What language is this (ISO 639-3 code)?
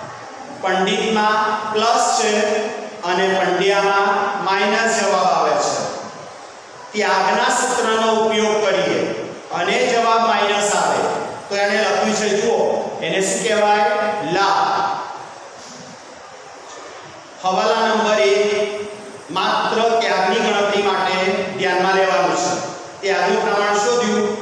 guj